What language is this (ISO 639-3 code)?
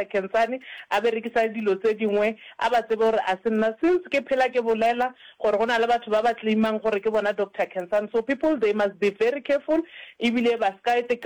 nso